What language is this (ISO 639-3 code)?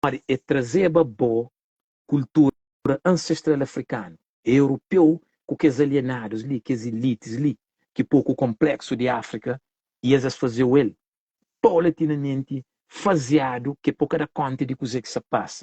kea